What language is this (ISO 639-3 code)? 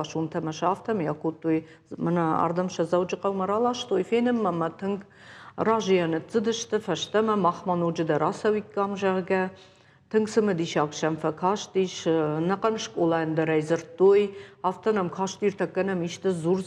oss